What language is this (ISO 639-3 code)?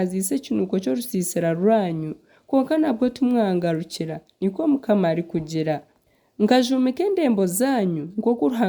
nyn